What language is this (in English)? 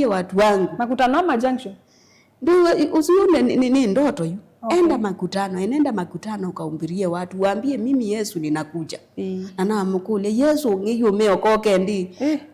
Kamba